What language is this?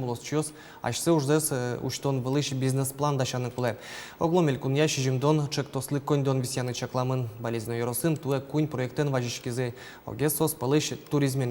Udmurt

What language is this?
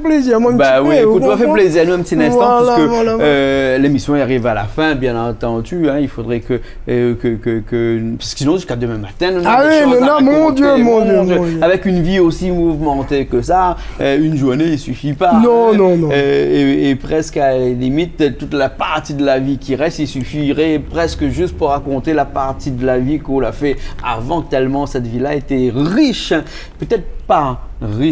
Réunion Creole French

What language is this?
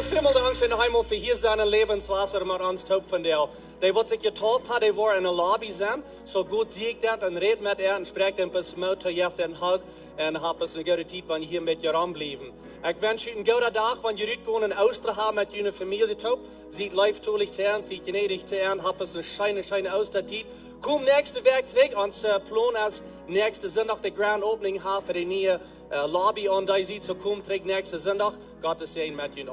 Plautdietsch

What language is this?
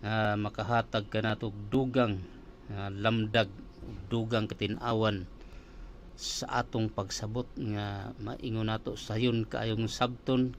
Cebuano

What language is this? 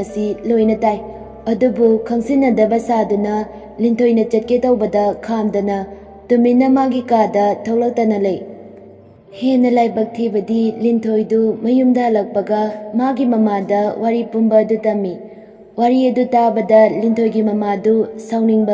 Manipuri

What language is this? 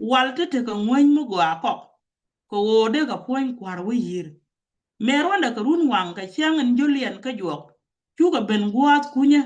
Nuer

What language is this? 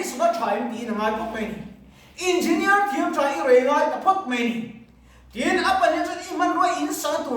Mizo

